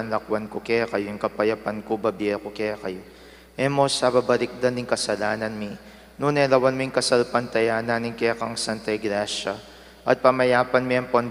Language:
Pampanga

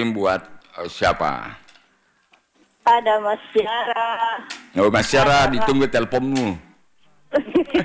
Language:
Indonesian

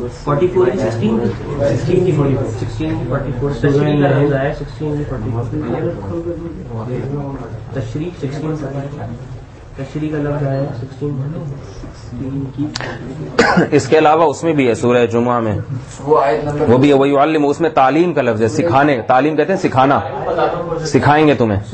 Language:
Urdu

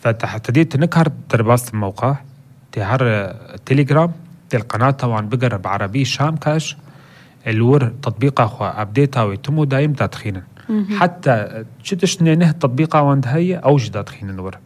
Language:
North Levantine Arabic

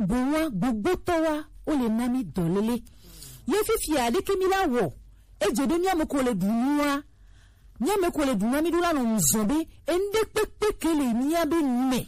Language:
Gen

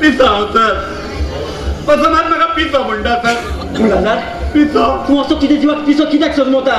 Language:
Konkani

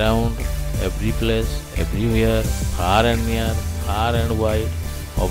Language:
Odia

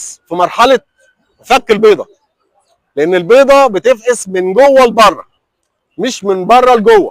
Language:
Egyptian Arabic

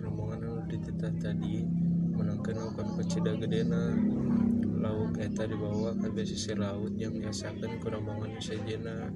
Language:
Sundanese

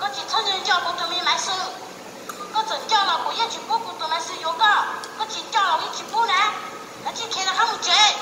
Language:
Hmong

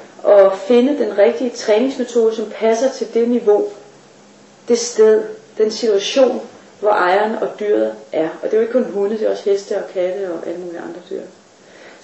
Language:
Danish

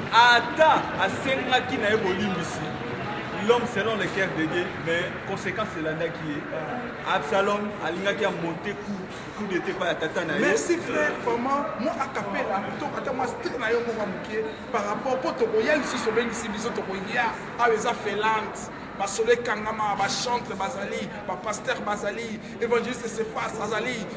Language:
Lingala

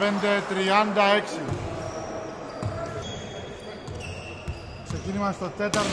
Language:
Greek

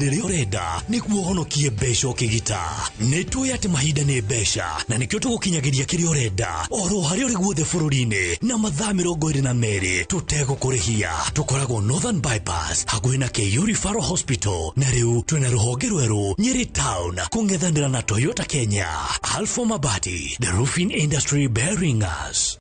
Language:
Kikuyu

